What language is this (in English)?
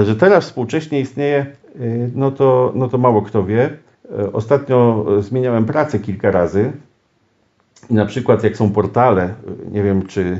Polish